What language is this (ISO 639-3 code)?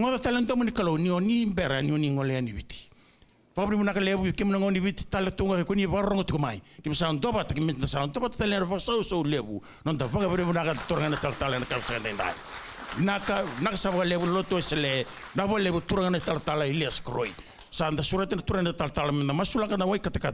fij